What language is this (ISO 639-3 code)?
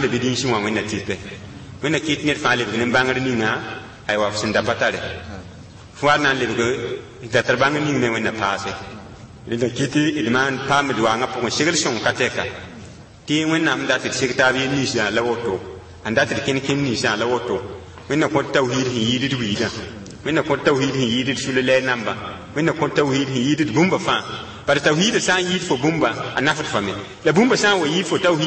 mos